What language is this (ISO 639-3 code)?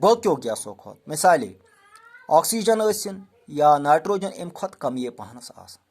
kas